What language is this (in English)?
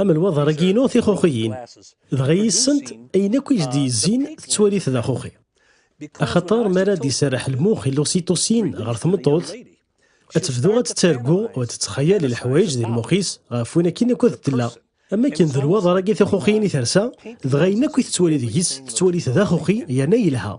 Kabyle